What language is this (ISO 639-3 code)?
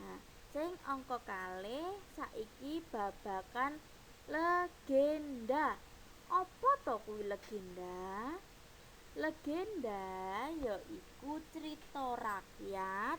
jav